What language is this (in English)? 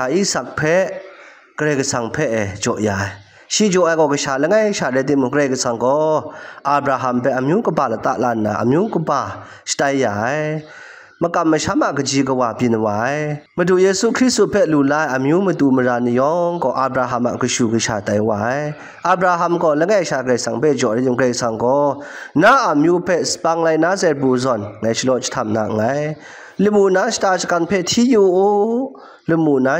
Kachin